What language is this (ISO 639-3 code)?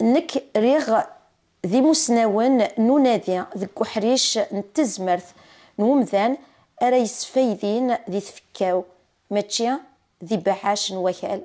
kab